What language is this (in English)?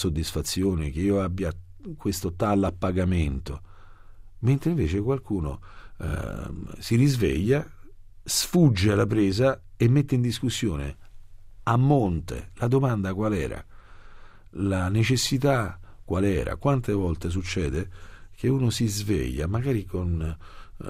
Italian